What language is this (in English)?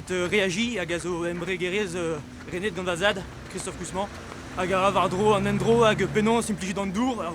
Breton